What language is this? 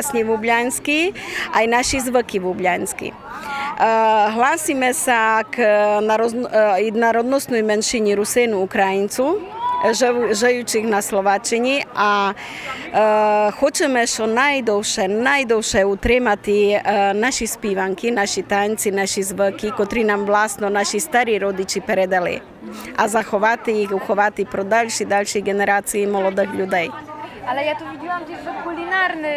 Rusyn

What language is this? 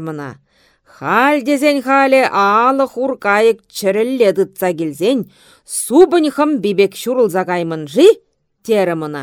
Chuvash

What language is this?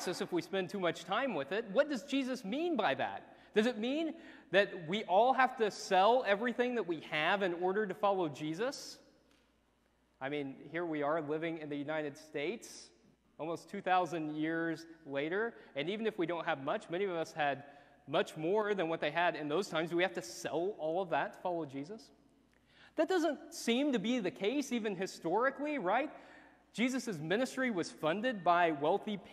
English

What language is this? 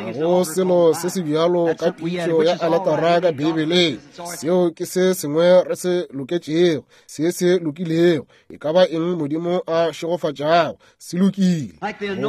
Northern Sotho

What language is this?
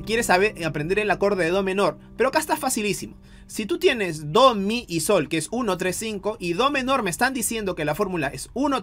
Spanish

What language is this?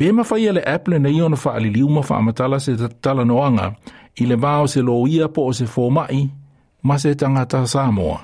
Samoan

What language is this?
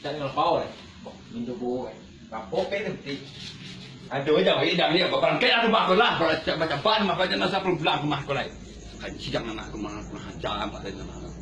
Minangkabau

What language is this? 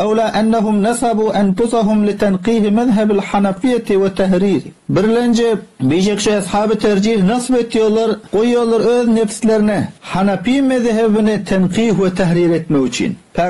Turkmen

